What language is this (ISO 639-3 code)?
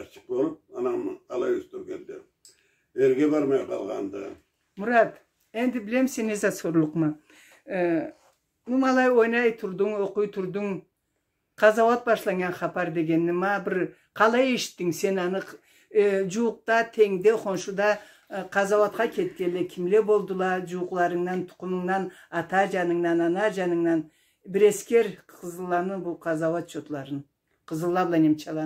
krc